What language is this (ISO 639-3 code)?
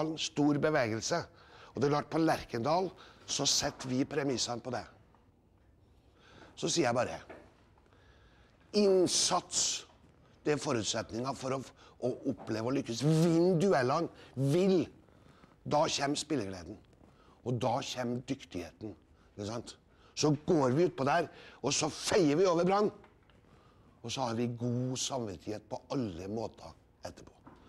nor